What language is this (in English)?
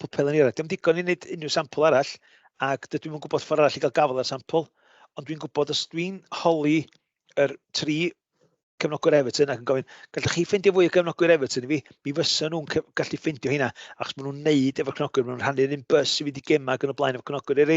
Welsh